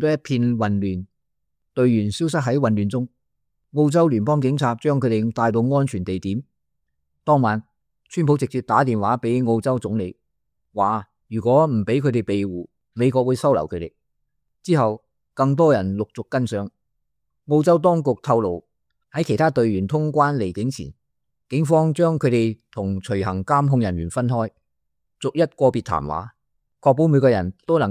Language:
Cantonese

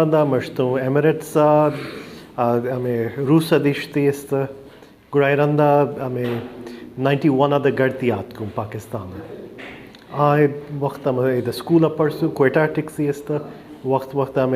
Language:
Baluchi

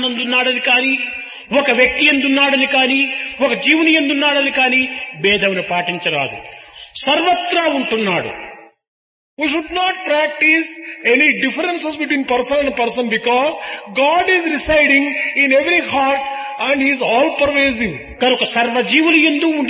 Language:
Telugu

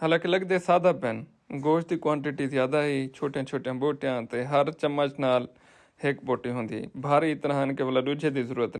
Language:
Saraiki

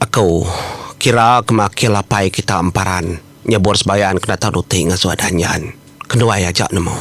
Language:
Iban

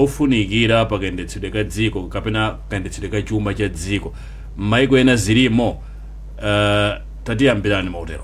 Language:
Nyanja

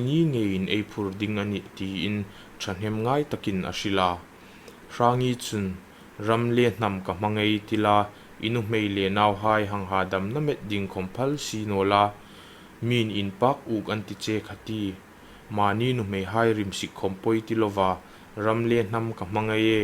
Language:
Hmar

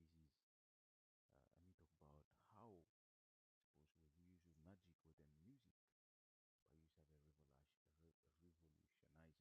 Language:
Bislama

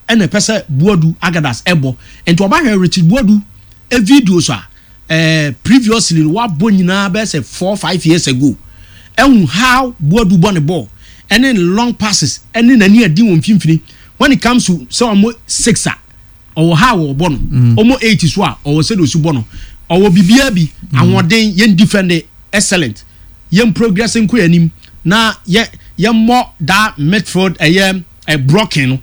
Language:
Akan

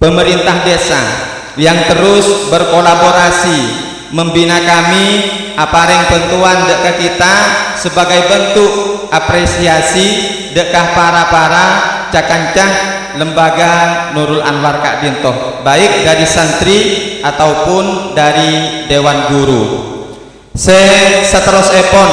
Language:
Madurese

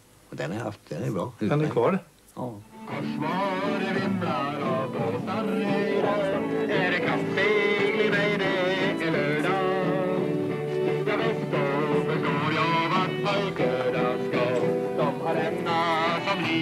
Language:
Swedish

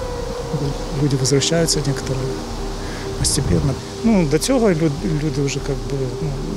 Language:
Ukrainian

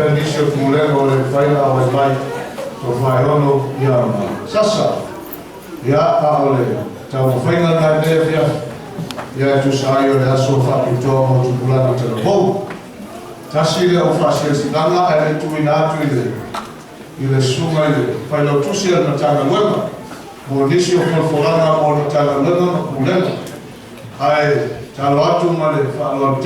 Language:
Samoan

